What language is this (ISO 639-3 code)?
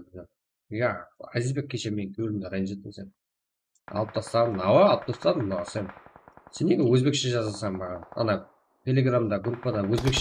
kaa